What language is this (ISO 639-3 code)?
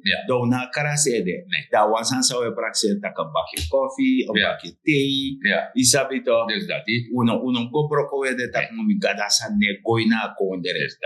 srn